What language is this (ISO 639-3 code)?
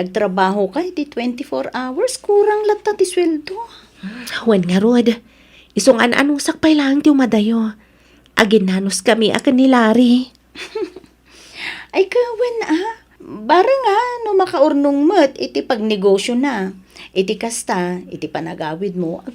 ilo